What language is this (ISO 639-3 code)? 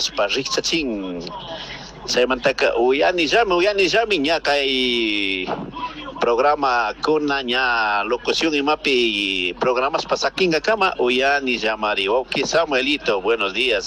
qug